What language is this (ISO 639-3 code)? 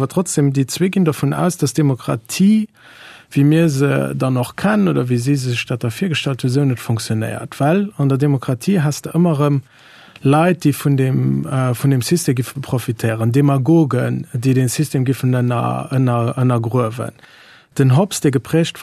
ltz